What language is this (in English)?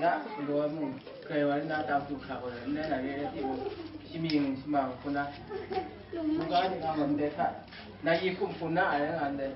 Kachin